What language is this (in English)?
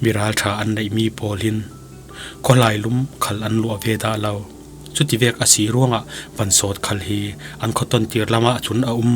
Falam Chin